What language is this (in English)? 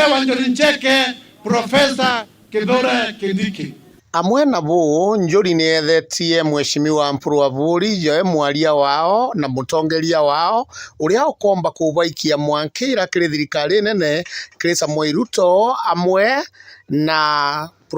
Meru